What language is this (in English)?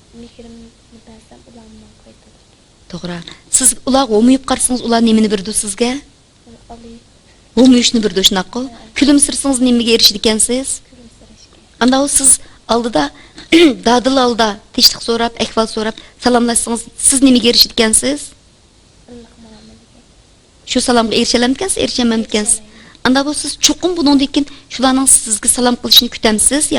Uyghur